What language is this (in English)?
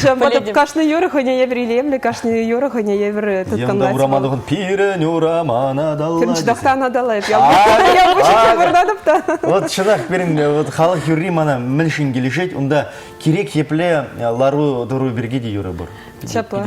Chuvash